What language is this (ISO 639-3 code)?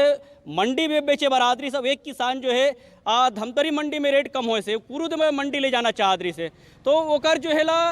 hne